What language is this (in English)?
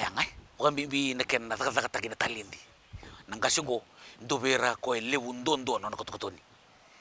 Fijian